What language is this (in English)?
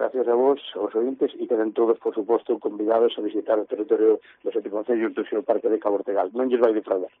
Galician